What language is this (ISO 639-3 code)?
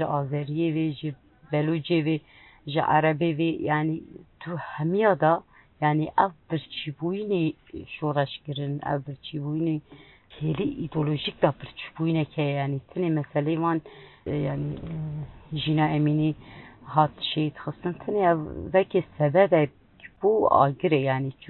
kur